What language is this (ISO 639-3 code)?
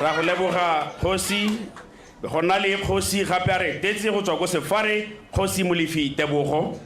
tsn